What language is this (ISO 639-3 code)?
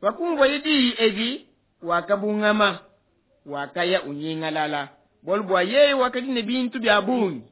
lua